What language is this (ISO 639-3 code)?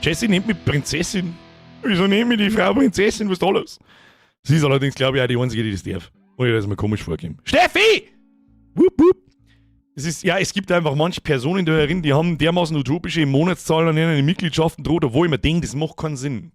bar